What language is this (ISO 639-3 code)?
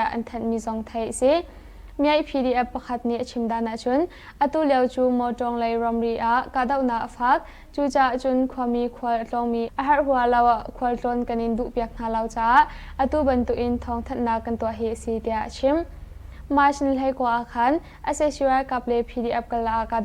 cnh